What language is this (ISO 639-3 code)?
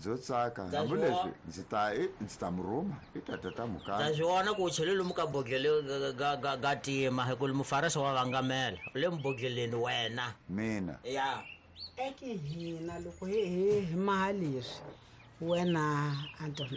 tso